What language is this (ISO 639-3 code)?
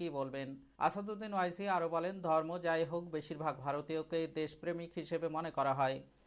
ben